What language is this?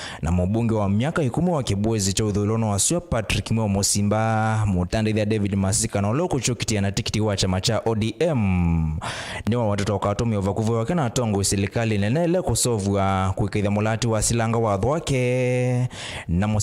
Kamba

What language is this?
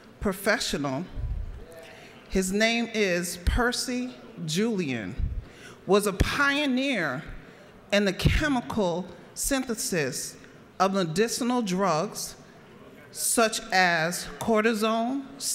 English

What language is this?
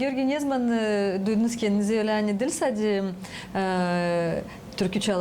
Gagauz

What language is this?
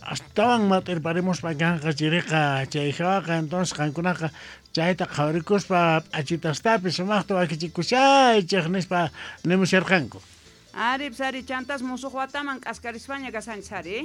South Bolivian Quechua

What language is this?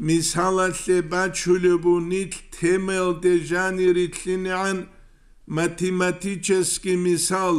Avaric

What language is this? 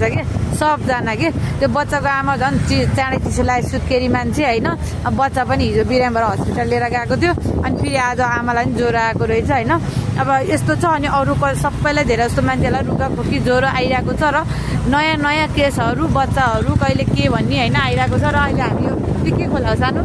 Nepali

